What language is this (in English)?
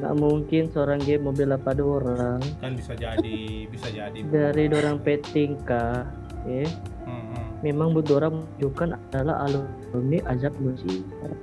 Manado Malay